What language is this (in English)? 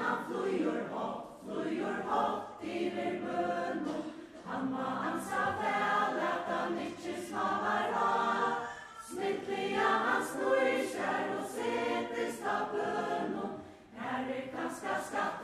Faroese